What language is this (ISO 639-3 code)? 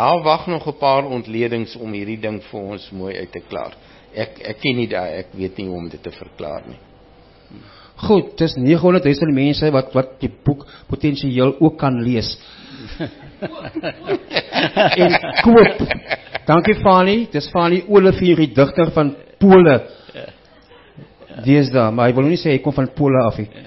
afr